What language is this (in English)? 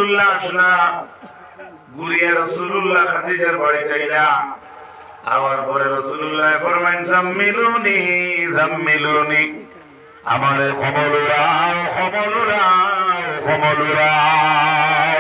Sylheti